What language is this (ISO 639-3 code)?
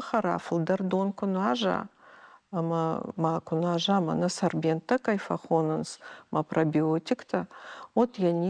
oss